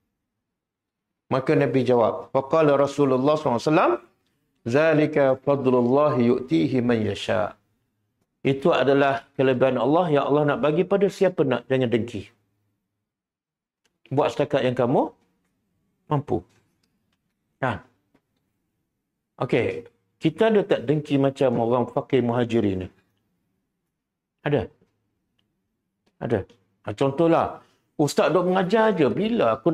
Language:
Malay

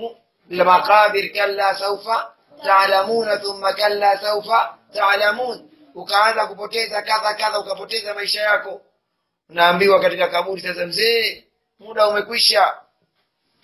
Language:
Swahili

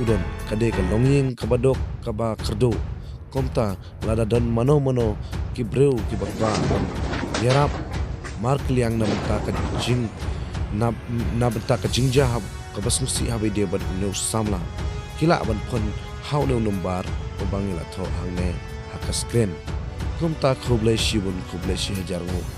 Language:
Khasi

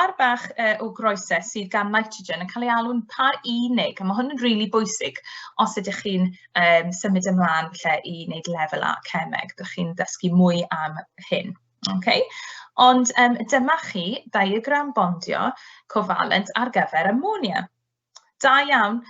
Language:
Welsh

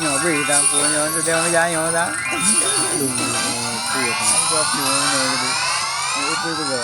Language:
Achinese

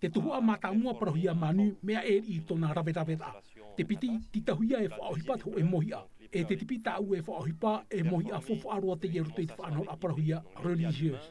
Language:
Tahitian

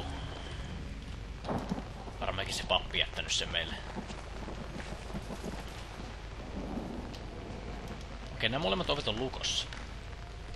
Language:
Finnish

